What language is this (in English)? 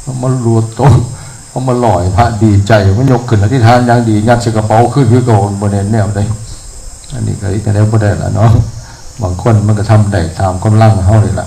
Northeastern Thai